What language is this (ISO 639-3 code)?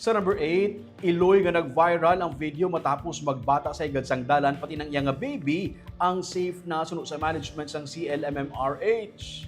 hil